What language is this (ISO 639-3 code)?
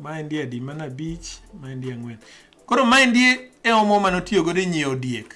luo